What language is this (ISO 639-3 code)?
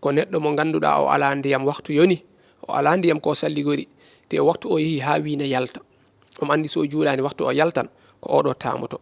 ful